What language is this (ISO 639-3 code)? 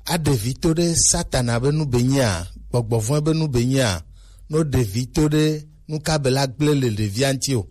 gej